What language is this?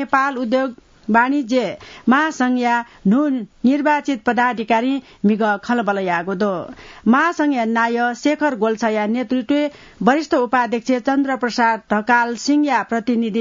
Newari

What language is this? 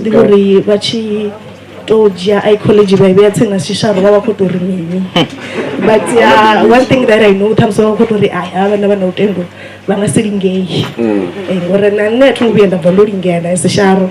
Venda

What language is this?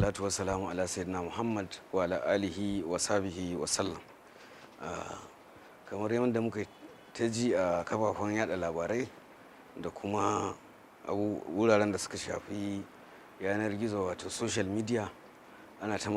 Hausa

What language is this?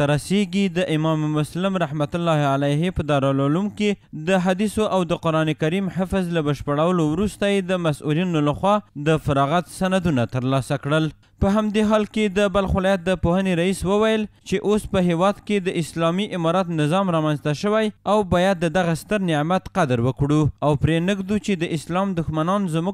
Pashto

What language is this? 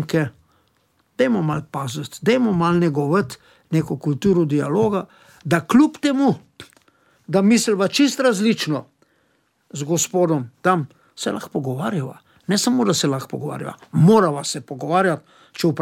Slovenian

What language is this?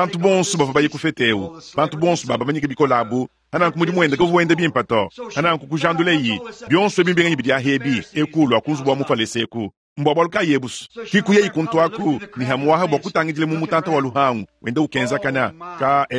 Luba-Lulua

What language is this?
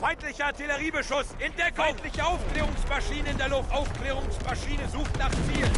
Swiss German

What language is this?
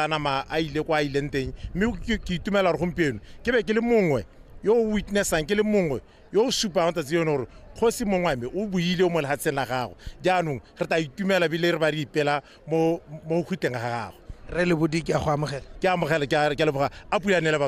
Tswana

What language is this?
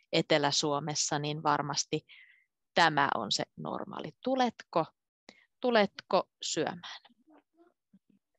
Finnish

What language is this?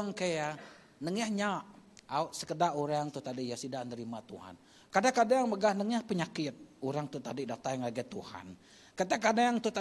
Iban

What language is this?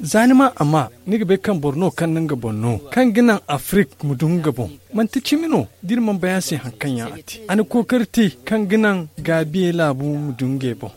Zarma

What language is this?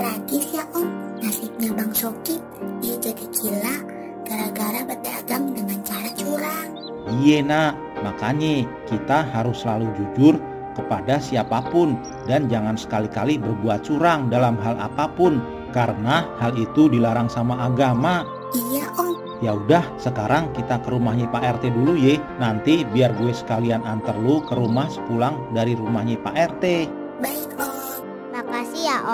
Betawi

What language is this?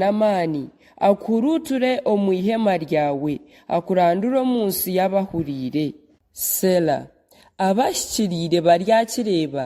Nyankole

